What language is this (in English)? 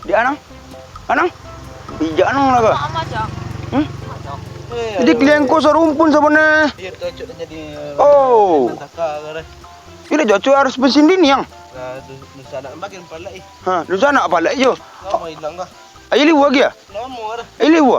Minangkabau